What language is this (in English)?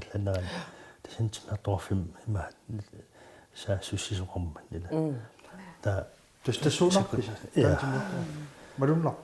Kalaallisut